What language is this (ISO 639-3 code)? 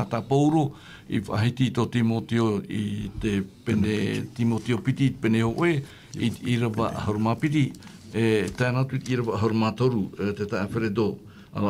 tah